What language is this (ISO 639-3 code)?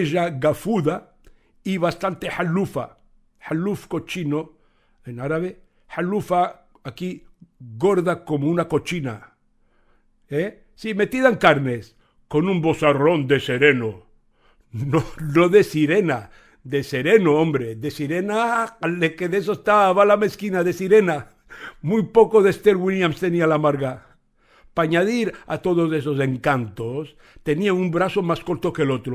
lad